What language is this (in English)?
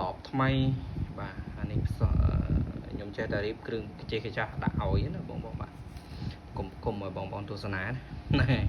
Khmer